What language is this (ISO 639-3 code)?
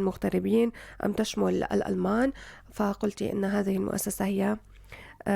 apc